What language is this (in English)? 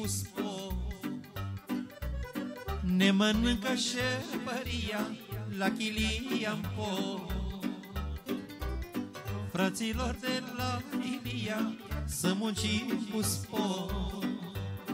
Romanian